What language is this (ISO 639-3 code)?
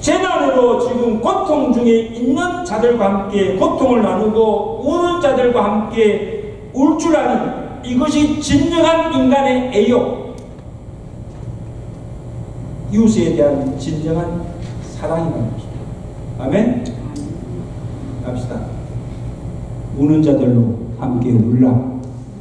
kor